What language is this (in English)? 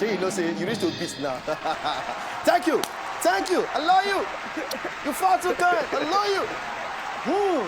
Nigerian Pidgin